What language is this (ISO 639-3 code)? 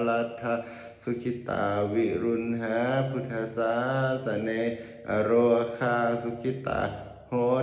pli